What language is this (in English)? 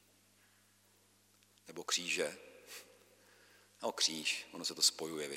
Czech